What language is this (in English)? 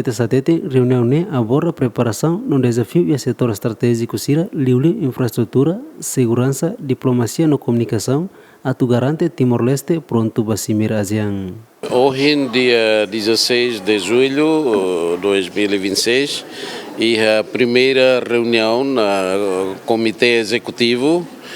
Tetum